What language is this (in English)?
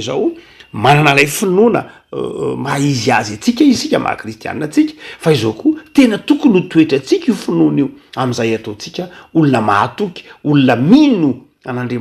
Malagasy